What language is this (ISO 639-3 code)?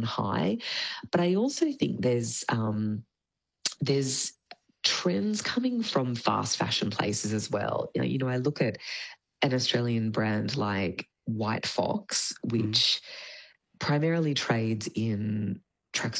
eng